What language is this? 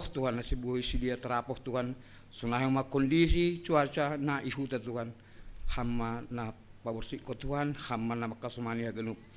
Batak Simalungun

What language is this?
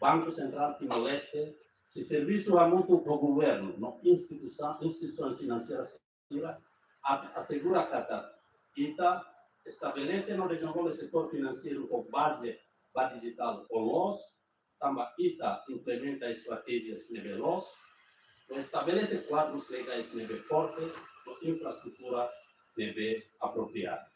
Tetum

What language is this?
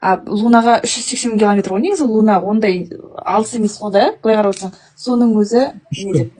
Kazakh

